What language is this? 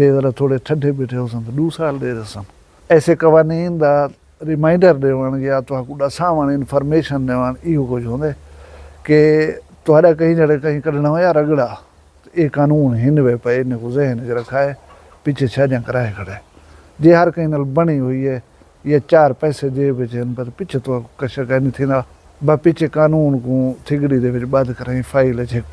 Saraiki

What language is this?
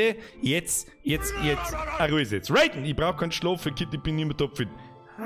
Bavarian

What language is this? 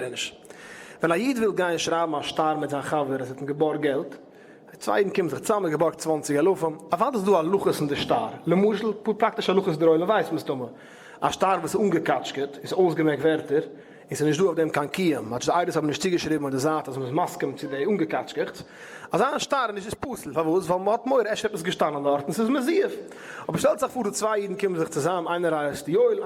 Yiddish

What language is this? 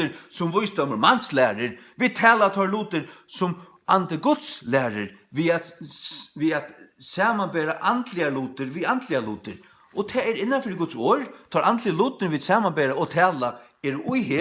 Faroese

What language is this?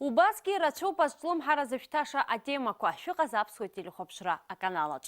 Abkhazian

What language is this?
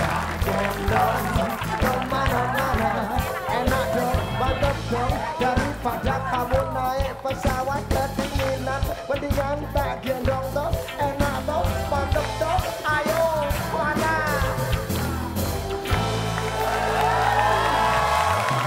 Indonesian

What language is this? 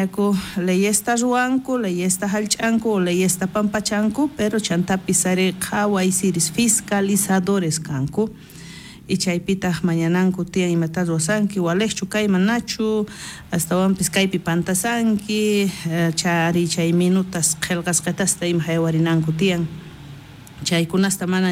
South Bolivian Quechua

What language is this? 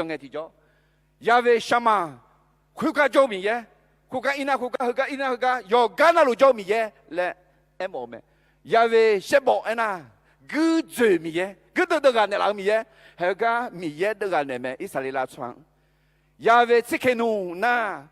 Akha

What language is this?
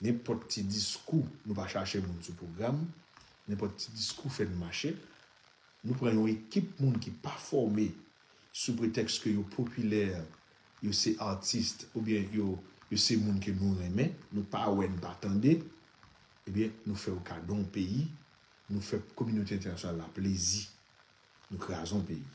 Haitian Creole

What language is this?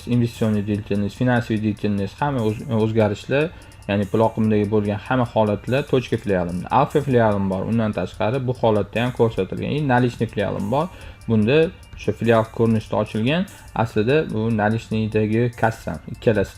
Uzbek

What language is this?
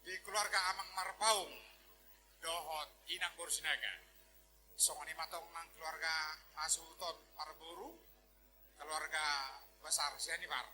Batak Toba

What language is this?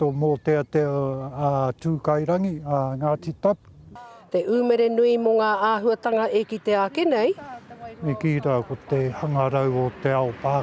Māori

